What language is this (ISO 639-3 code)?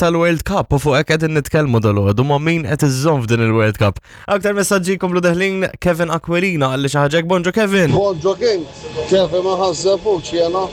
mlt